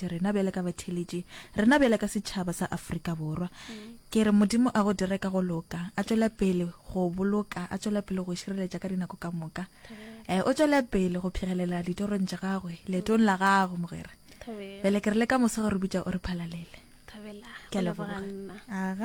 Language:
Northern Sotho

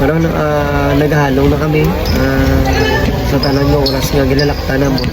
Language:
Hiligaynon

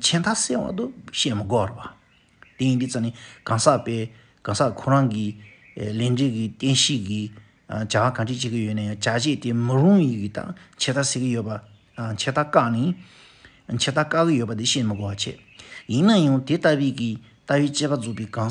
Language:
Tibetan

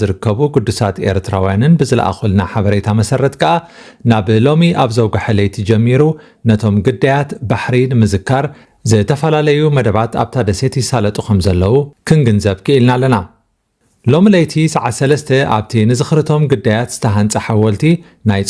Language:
Tigrinya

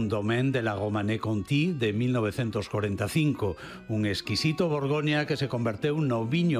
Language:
Galician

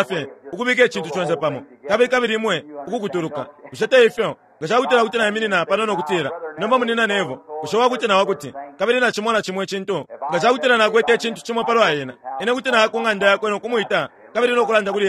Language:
Bemba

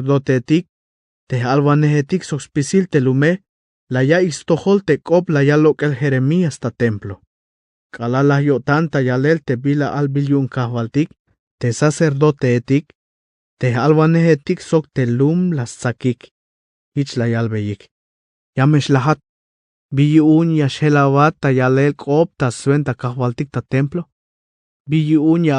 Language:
Tzeltal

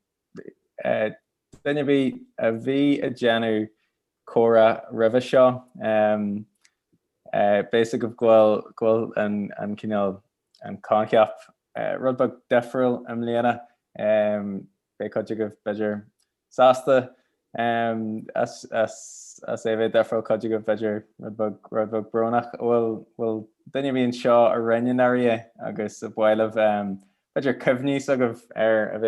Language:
Irish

